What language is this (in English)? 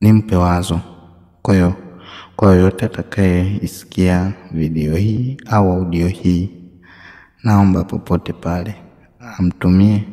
Swahili